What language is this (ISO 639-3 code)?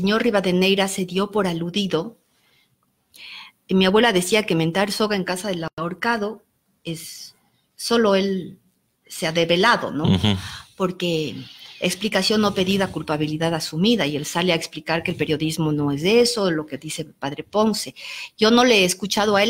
spa